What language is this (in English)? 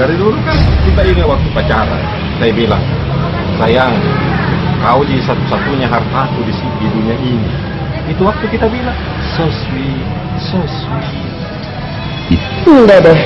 Makassar Malay